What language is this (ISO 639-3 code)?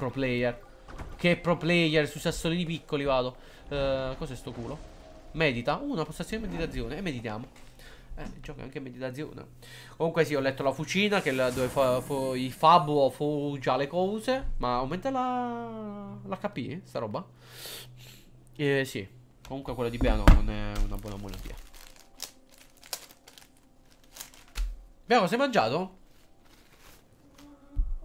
ita